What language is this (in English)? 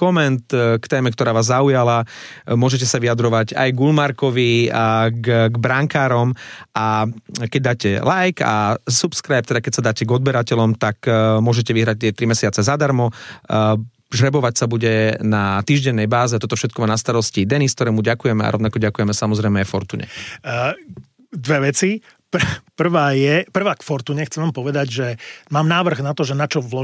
Slovak